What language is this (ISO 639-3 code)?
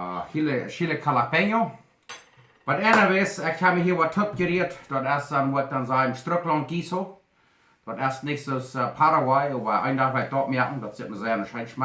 pdt